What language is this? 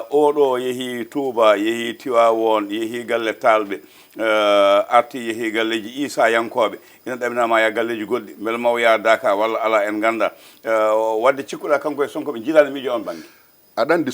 Fula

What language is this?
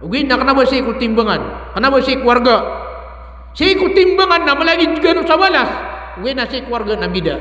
Maranao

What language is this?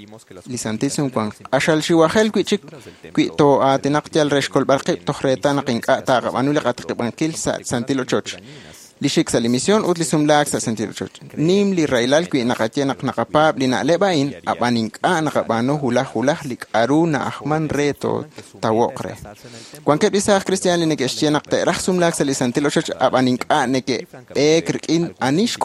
Kekchí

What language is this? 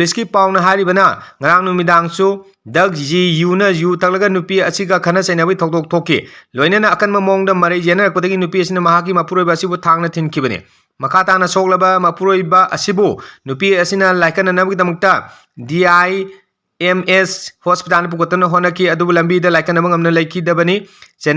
Manipuri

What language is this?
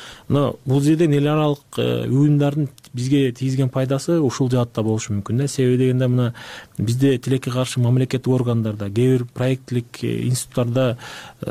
Kyrgyz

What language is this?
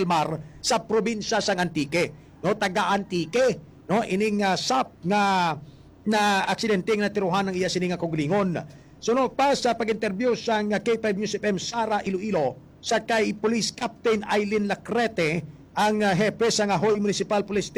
Hiligaynon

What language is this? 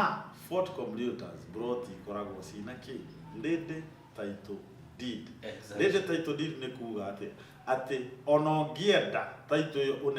Kikuyu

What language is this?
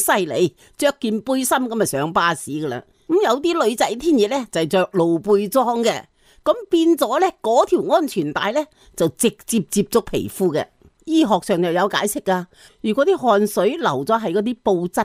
Cantonese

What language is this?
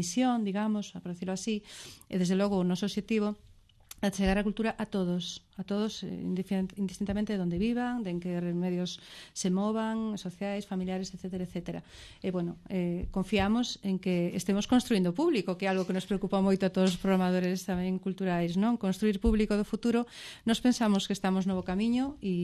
Galician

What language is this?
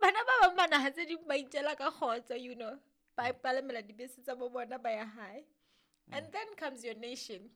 Southern Sotho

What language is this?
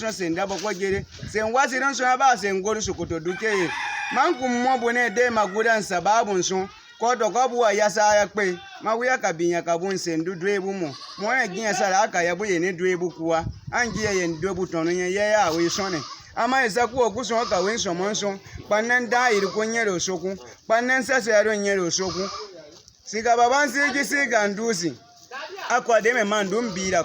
Baatonum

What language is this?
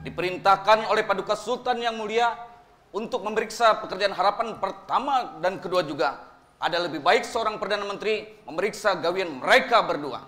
Banjar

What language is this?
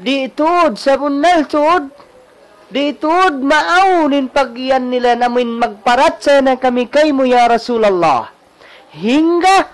Tausug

